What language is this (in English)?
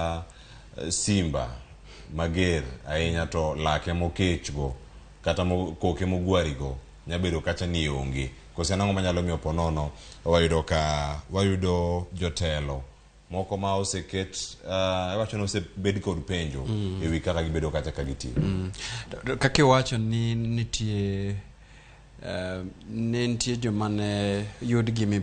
Luo (Kenya and Tanzania)